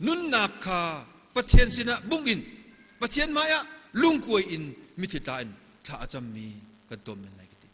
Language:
Hakha Chin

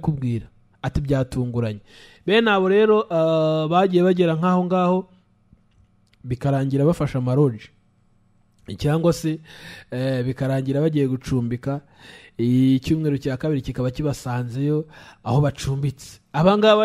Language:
Kinyarwanda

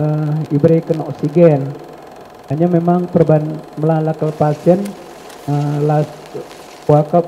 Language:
Batak Karo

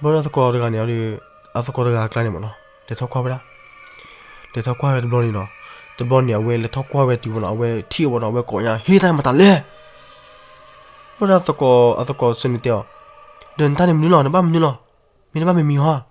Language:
S'gaw Karen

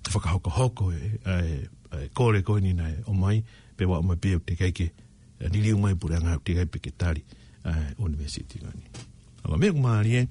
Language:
Tongan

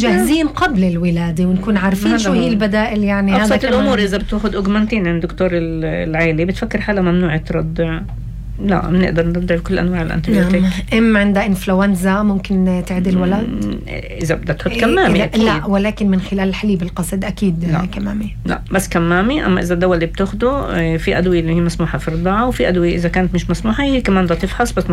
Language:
North Levantine Arabic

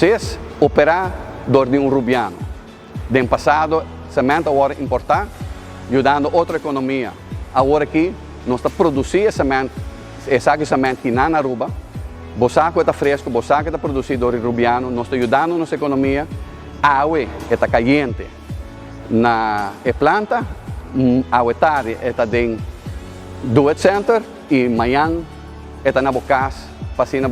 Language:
Papiamento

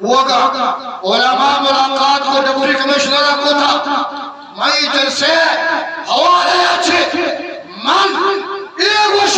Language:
Eastern Balochi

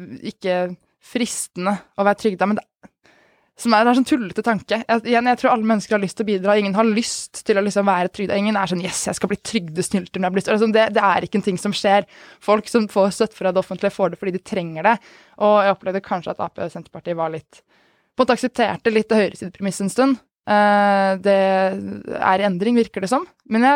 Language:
Norwegian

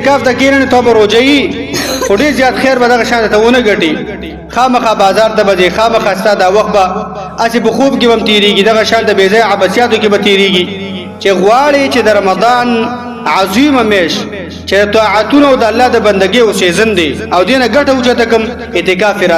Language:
Pashto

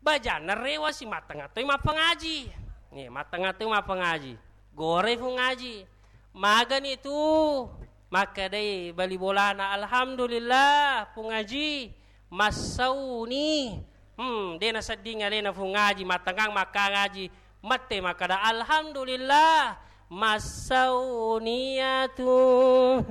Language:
Buginese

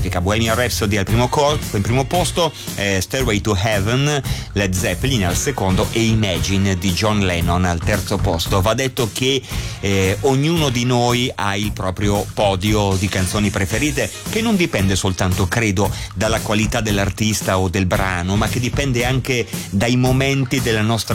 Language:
Italian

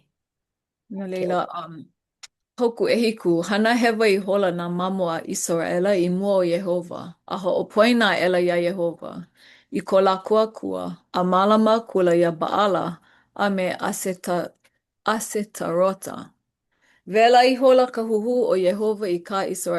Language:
Hawaiian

